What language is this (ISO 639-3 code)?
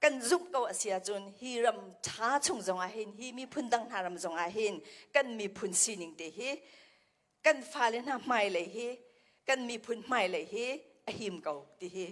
cnh